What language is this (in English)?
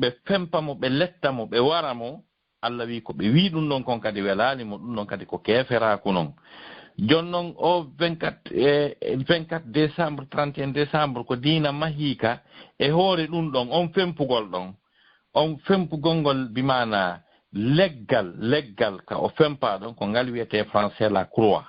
Fula